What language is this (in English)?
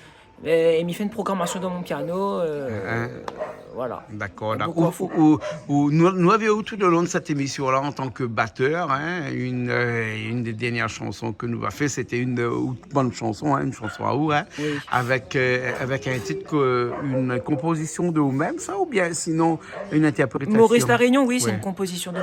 Réunion Creole French